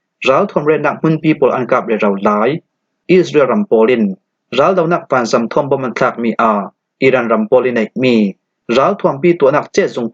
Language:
Falam Chin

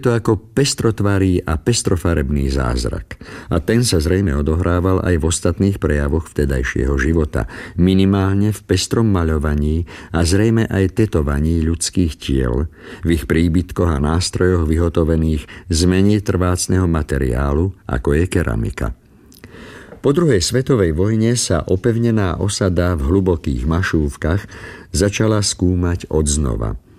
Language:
Slovak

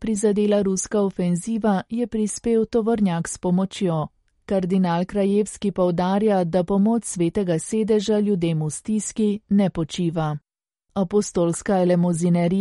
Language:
Slovenian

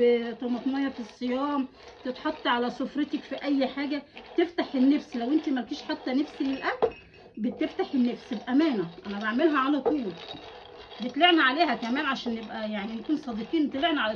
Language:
Egyptian Arabic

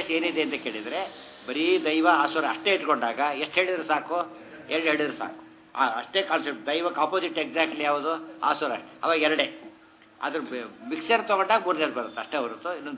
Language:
Kannada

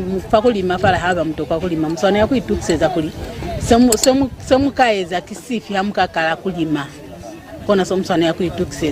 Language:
Lozi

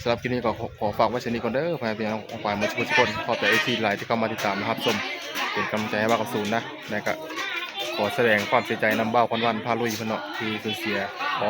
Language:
Northeastern Thai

